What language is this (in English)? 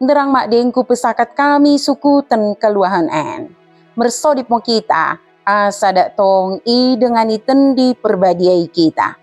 Batak Dairi